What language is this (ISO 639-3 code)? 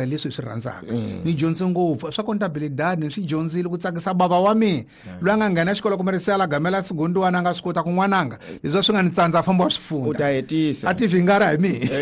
tso